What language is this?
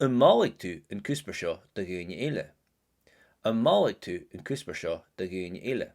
Scottish Gaelic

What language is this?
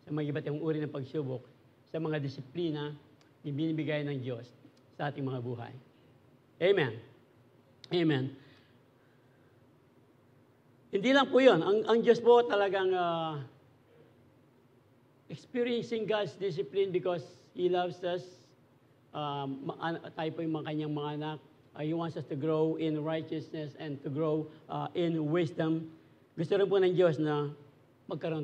Filipino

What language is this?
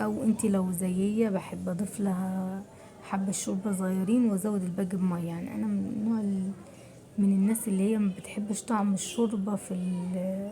Egyptian Arabic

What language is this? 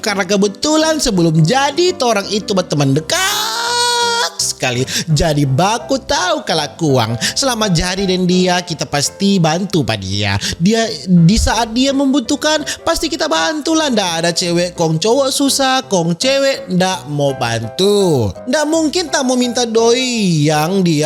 Manado Malay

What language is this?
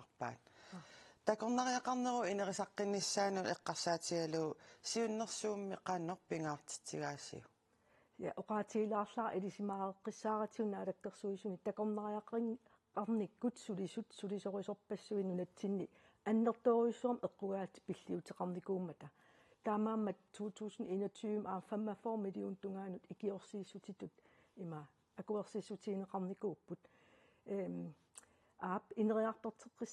Kalaallisut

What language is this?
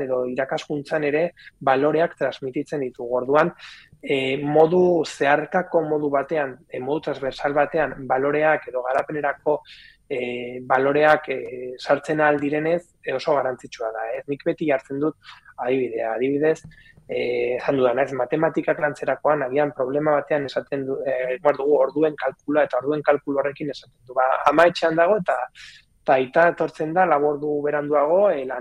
Basque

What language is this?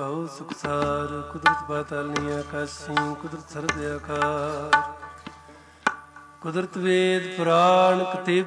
Punjabi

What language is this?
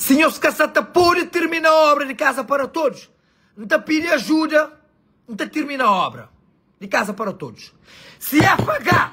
Kabuverdianu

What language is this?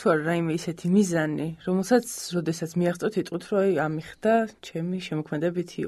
Georgian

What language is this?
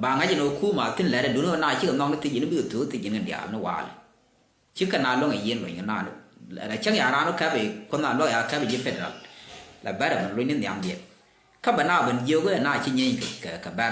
Nuer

